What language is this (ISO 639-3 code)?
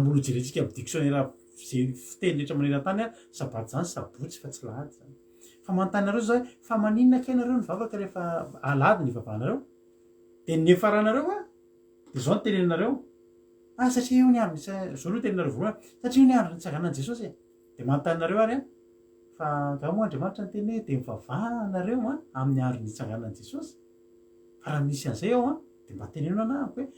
mlg